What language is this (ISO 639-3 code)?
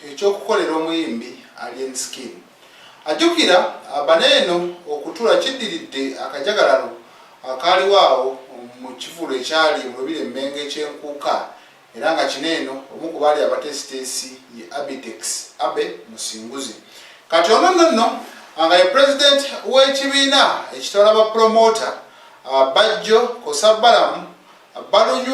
lug